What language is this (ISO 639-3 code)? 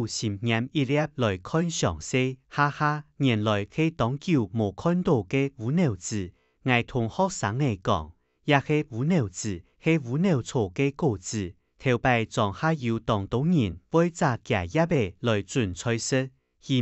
hak